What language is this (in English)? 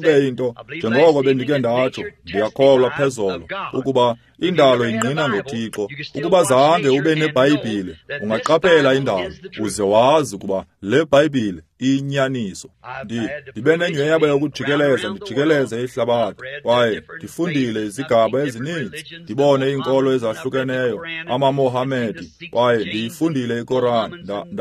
Xhosa